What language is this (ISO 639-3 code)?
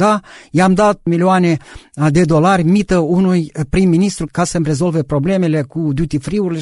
ron